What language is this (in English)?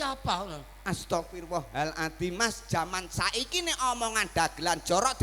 Javanese